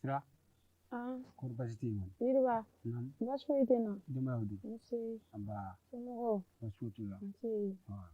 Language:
Bambara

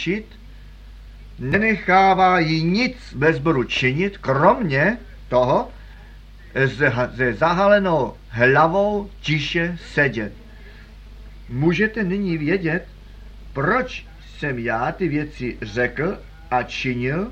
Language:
Czech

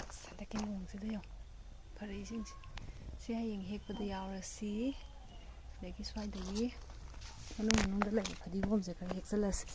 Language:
Manipuri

